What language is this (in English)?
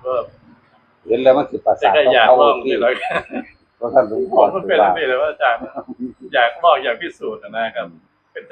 Northeastern Thai